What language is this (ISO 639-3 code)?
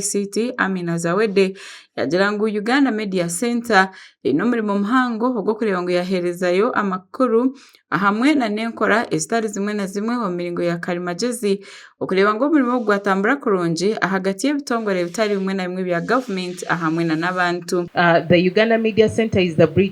nyn